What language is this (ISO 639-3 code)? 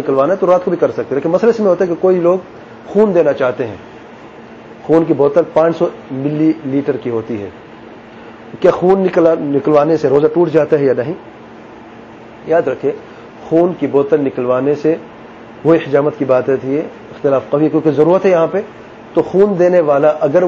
urd